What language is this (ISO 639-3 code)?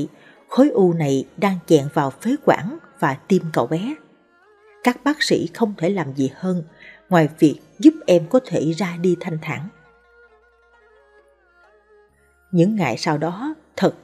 vie